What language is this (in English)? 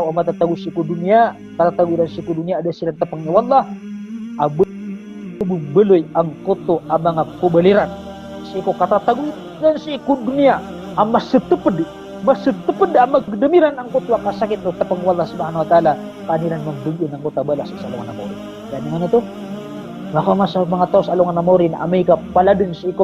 Maranao